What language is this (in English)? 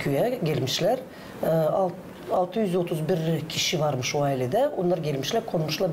Gagauz